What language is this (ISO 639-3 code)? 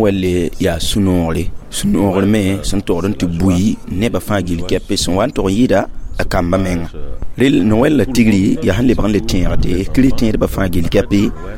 mos